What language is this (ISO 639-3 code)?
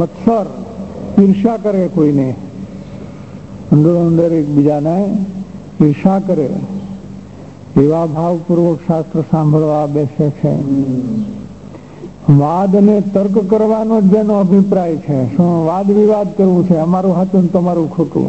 guj